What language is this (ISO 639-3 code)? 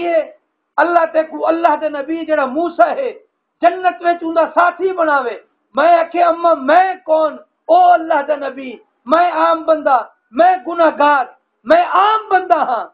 skr